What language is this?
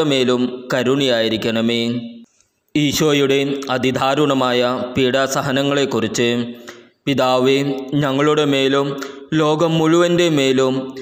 Malayalam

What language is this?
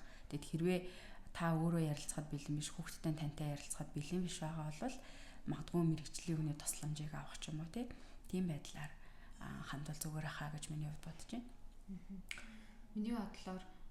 Mongolian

